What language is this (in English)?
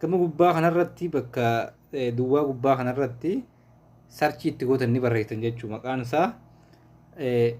Oromo